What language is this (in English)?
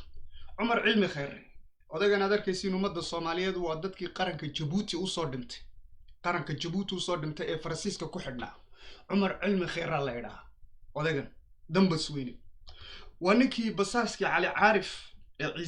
Somali